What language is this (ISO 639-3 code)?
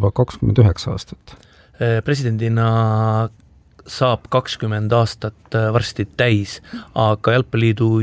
est